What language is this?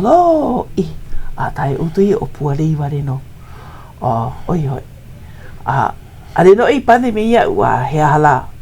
Hawaiian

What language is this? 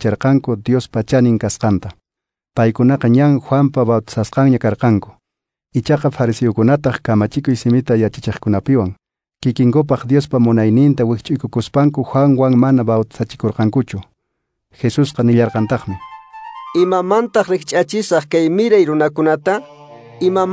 Quechua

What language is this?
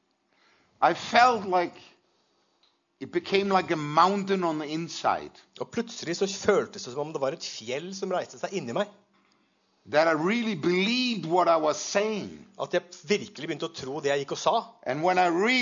Norwegian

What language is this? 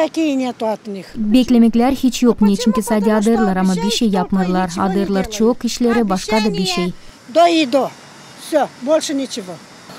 Gagauz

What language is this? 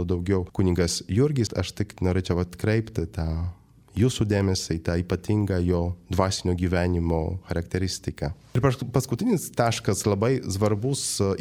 Lithuanian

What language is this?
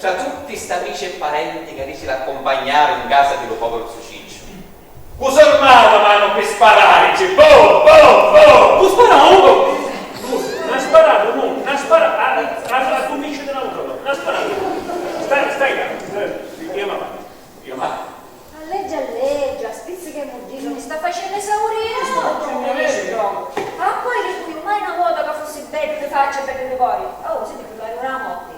Sicilian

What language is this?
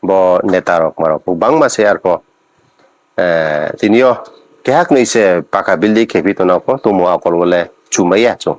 Riang (India)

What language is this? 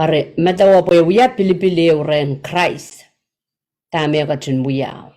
Pohnpeian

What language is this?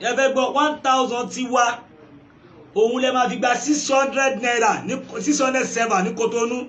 Yoruba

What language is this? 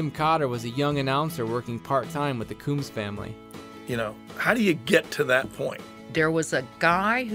English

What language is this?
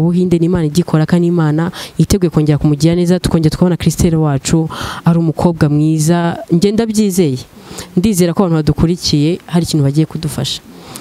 Kinyarwanda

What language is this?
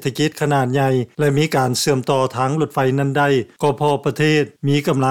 Lao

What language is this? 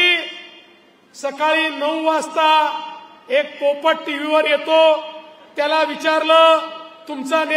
Marathi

